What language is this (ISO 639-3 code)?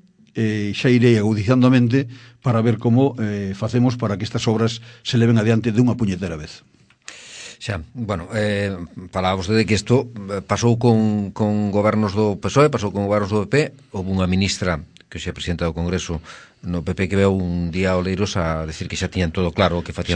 glg